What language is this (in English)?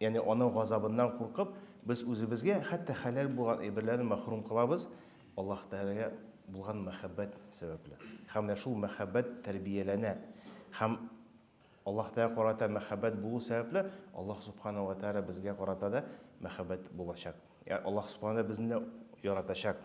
Tatar